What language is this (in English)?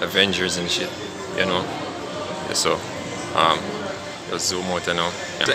Jamaican Creole English